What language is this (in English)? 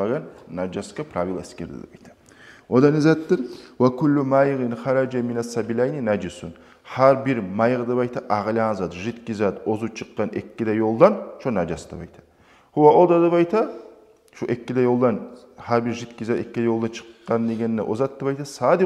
Kumyk